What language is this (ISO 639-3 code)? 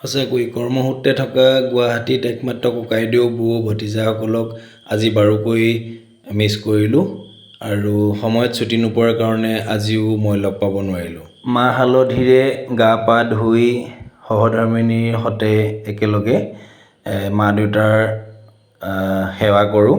asm